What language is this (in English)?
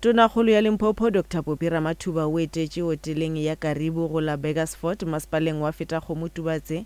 Northern Sotho